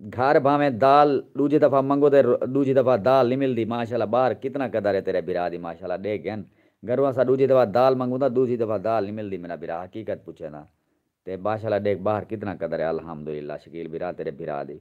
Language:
Saraiki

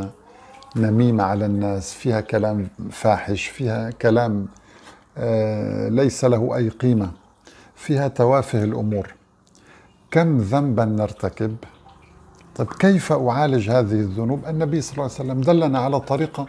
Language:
Arabic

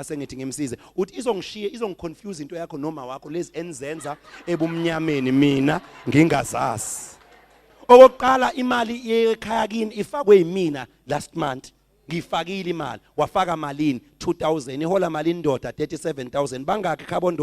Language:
Zulu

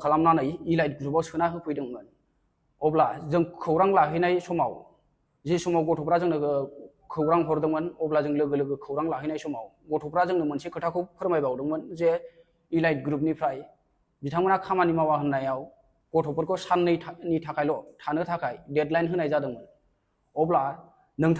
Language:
Bodo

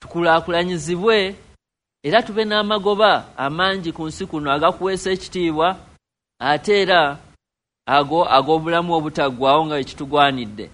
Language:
Ganda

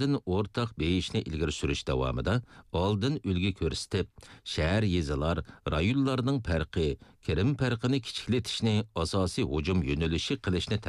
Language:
Uyghur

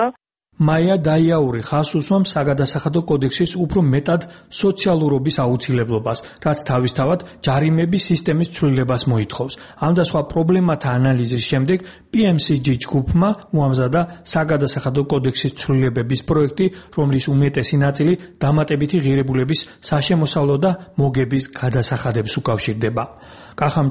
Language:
Georgian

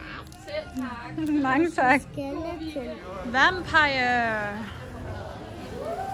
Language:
Danish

